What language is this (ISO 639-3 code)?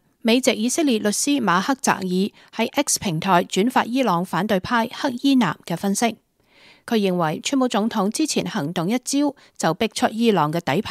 yue